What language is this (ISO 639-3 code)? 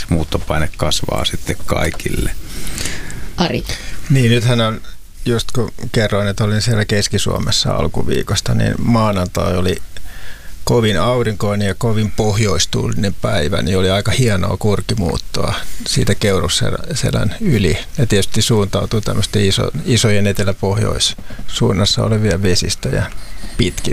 fin